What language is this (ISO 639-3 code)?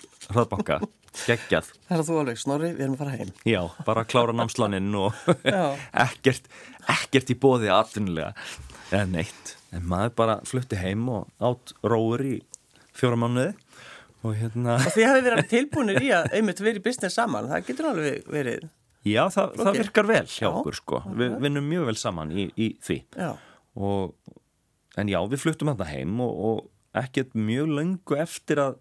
isl